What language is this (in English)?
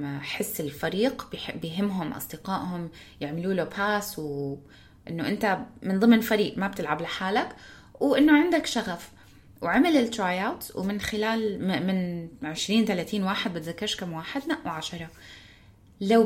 North Levantine Arabic